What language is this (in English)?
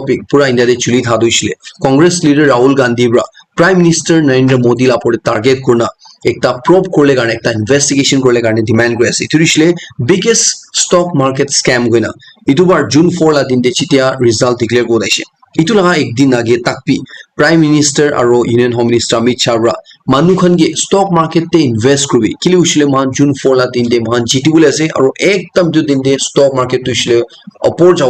Naga Pidgin